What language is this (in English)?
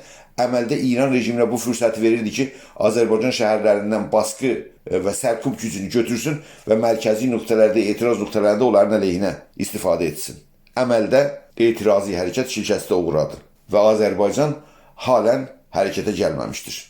South Azerbaijani